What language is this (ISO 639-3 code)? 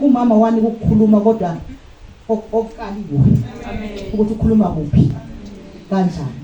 zul